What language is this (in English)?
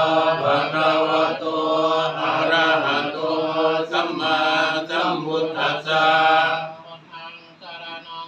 Pali